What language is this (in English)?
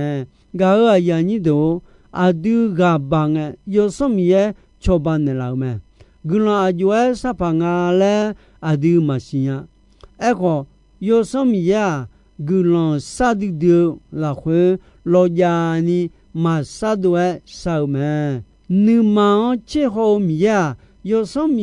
Akha